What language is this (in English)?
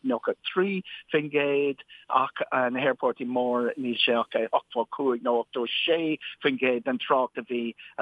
Irish